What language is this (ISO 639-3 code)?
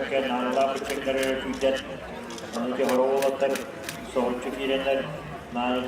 sah